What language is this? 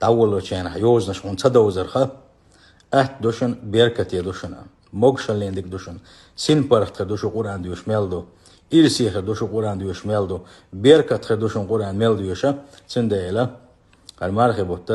Chechen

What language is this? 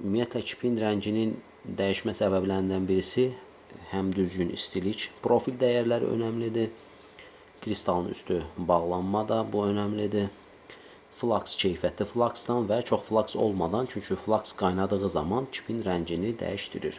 Azerbaijani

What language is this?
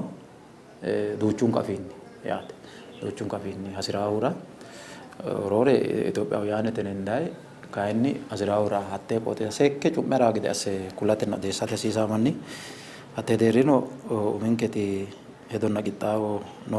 Sidamo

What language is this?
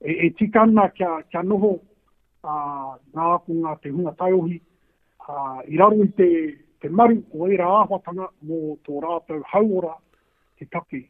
Māori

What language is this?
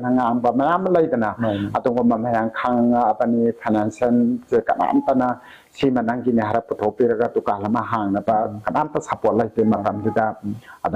Manipuri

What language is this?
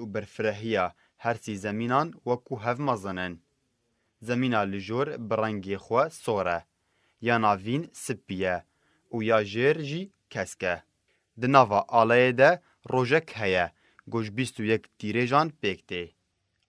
Kurdish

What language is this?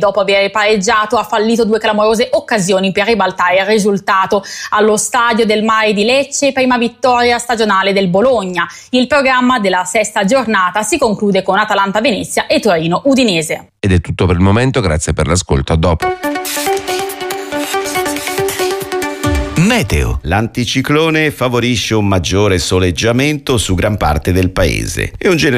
Italian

